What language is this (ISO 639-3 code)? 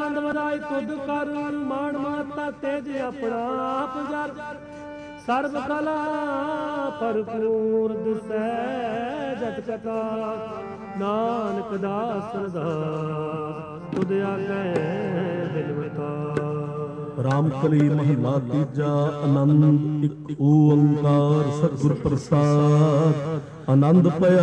pan